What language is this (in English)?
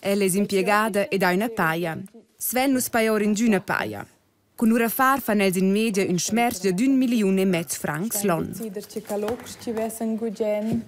Romansh